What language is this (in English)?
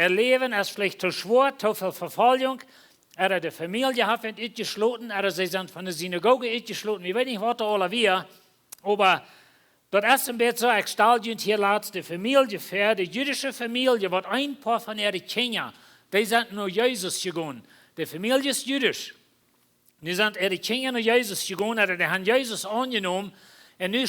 Plautdietsch